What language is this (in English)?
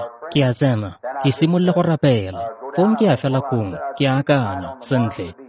Tswana